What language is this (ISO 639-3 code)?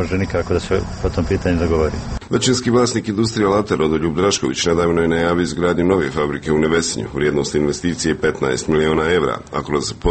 hrv